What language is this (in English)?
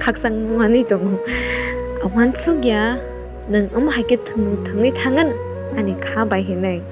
Kok Borok